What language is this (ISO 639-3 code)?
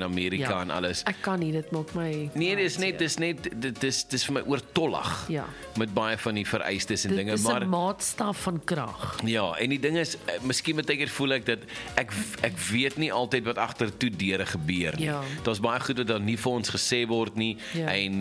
afr